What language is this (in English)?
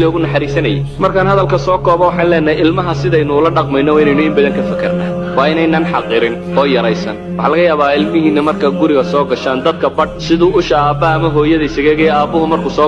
Somali